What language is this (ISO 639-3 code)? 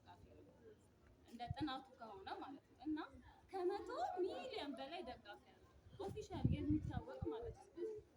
amh